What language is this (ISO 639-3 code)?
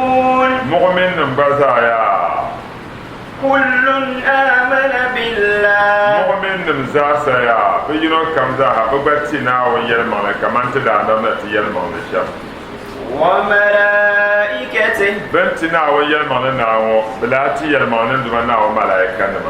dag